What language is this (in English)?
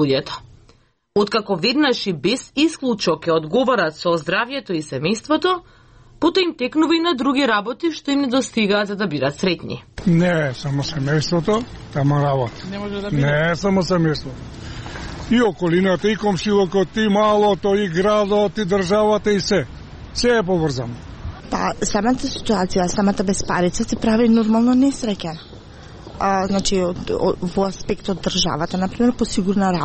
Macedonian